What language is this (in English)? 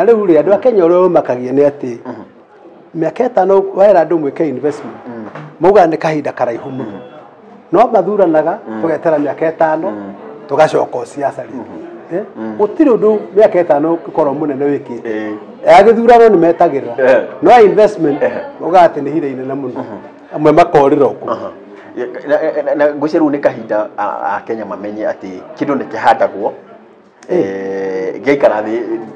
Kikuyu